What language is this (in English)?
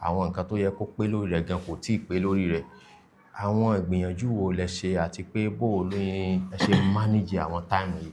Yoruba